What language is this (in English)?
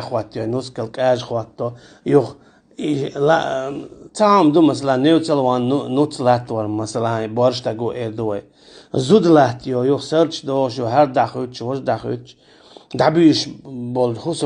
Chechen